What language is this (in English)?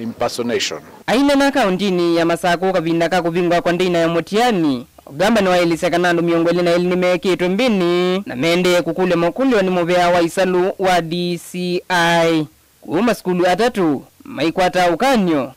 Kamba